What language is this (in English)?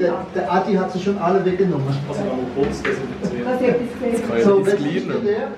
Swiss German